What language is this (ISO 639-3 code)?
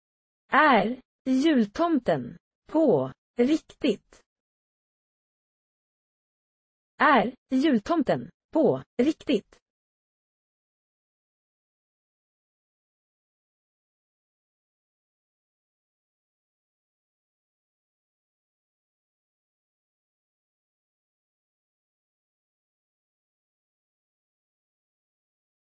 swe